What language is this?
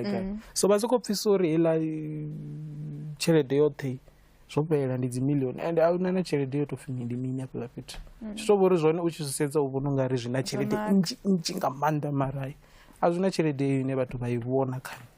Venda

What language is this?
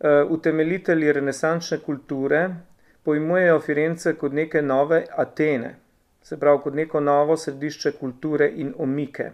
Slovenian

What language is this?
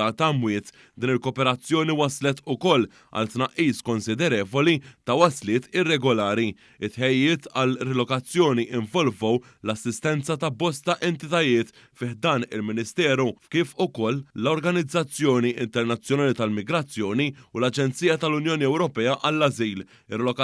Maltese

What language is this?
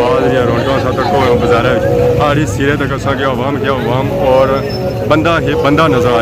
Pahari-Potwari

